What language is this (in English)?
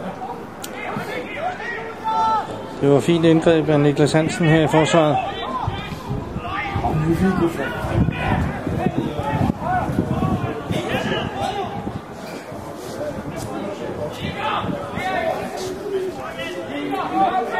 Danish